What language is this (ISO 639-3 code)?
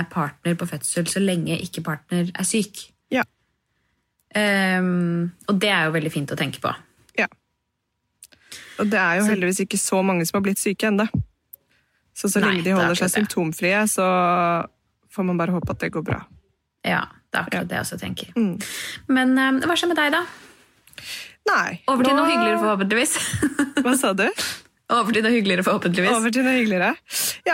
nor